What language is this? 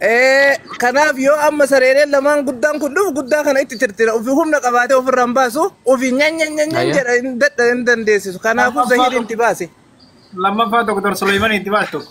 Oromo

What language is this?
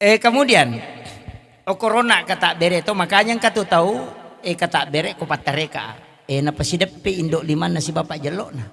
Buginese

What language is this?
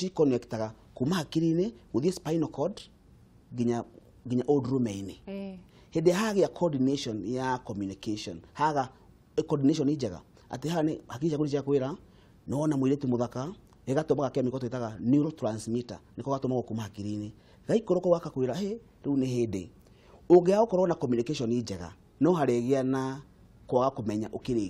Kikuyu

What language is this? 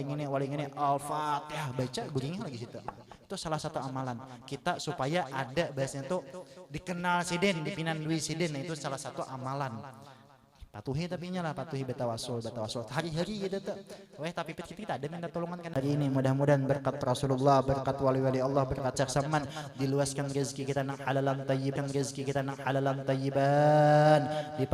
Banjar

